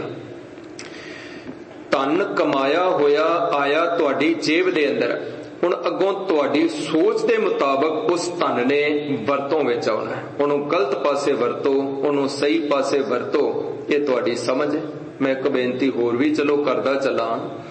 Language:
Punjabi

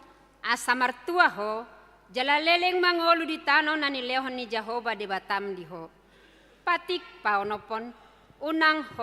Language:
Batak Toba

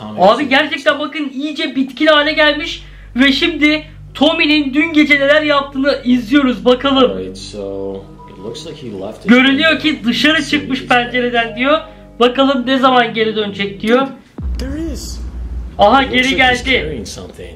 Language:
Turkish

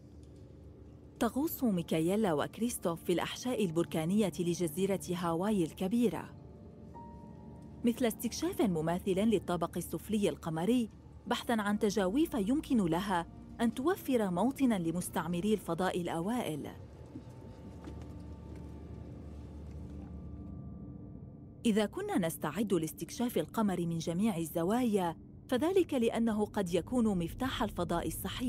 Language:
Arabic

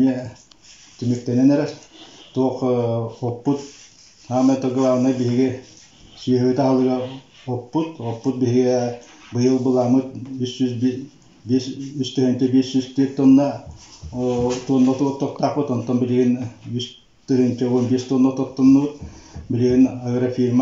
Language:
Yakut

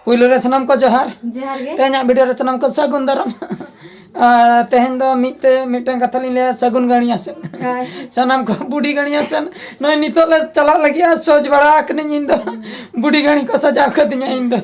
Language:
Santali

